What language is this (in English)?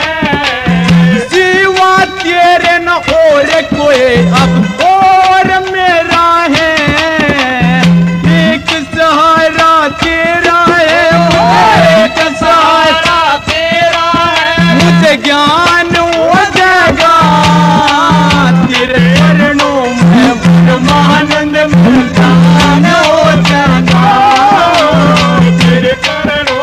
Hindi